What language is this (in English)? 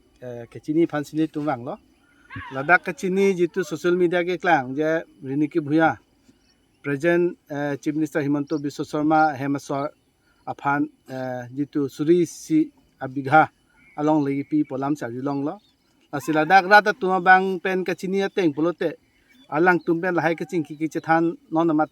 Karbi